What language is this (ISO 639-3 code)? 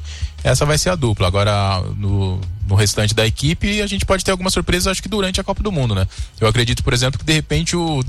por